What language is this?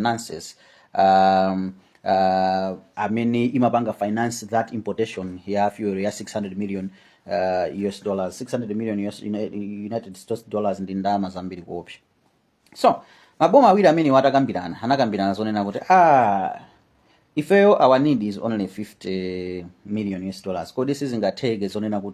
Nyanja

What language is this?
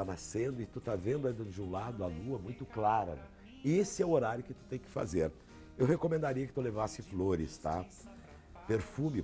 Portuguese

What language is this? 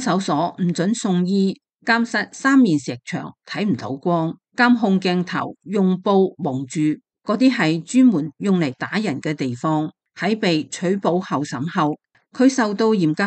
Cantonese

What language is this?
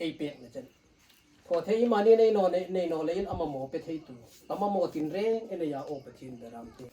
Hmar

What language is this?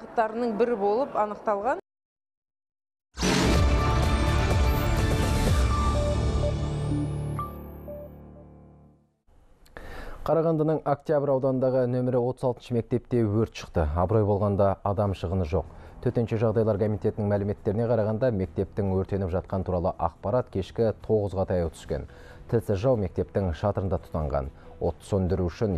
Kazakh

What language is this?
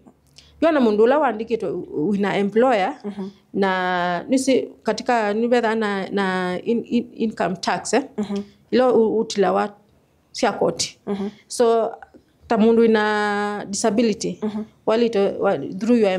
Kamba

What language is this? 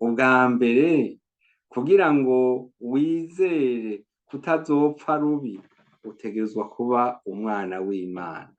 Rundi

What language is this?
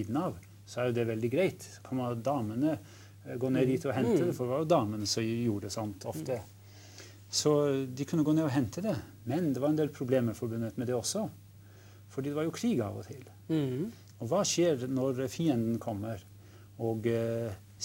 Norwegian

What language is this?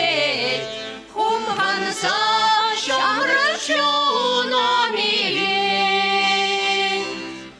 Chuvash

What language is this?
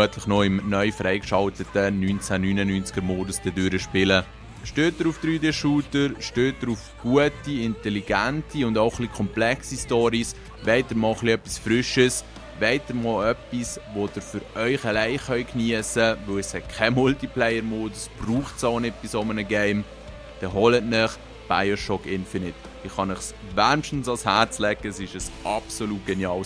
Swiss German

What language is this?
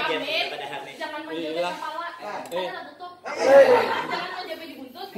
Banjar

